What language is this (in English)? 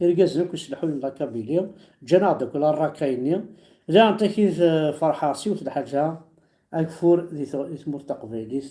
Kabyle